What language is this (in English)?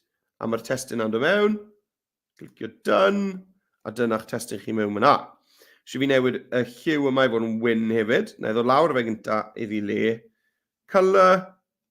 Welsh